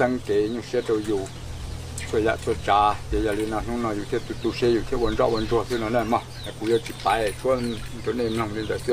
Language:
Hmong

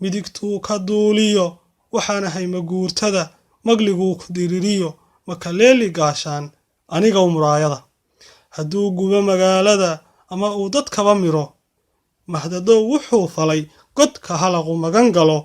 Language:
Somali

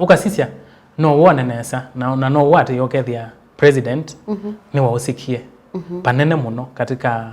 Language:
Kamba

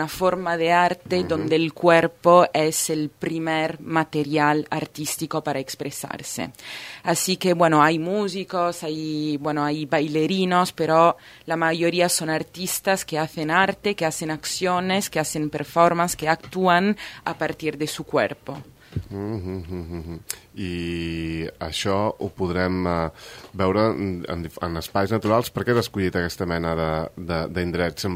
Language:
Catalan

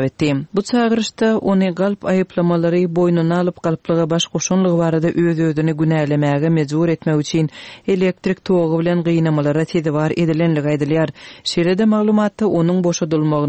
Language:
Turkmen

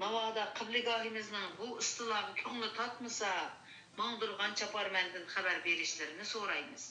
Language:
Uyghur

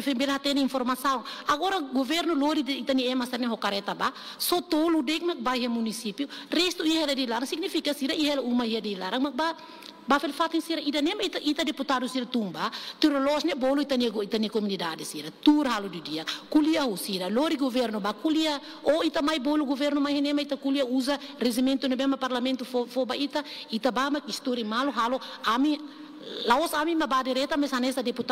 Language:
Tetum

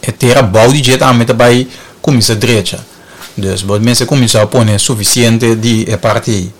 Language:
Papiamento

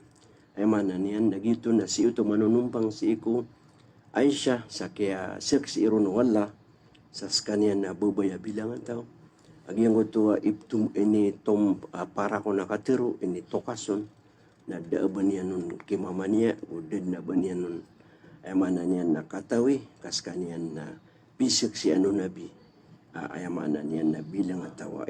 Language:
Maranao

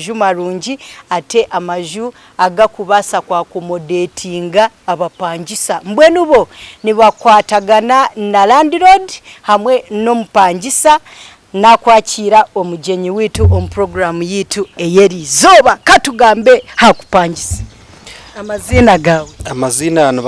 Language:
Nyankole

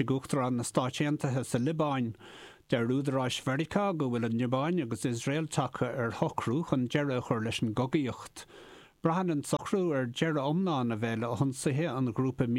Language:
Irish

